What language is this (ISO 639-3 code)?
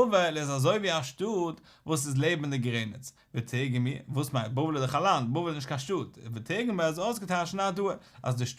yid